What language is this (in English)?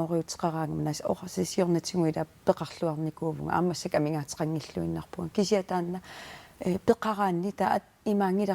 Kalaallisut